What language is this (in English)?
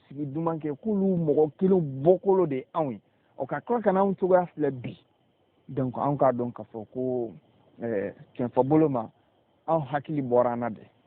Bambara